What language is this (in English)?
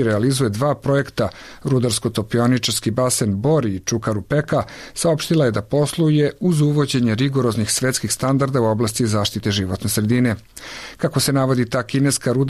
Serbian